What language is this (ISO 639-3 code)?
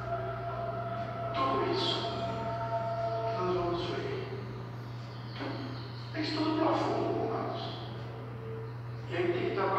por